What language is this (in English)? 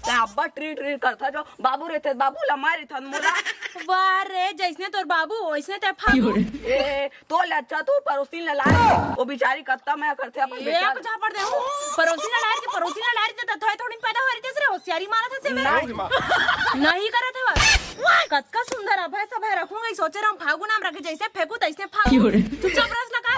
Chhattisgarhi